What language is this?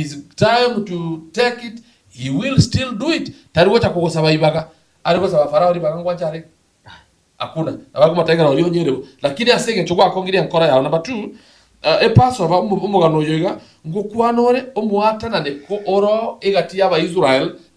Gusii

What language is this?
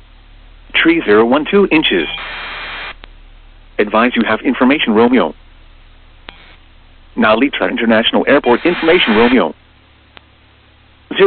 English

